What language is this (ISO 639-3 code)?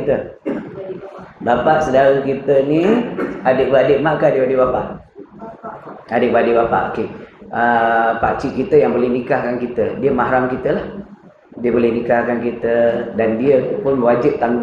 msa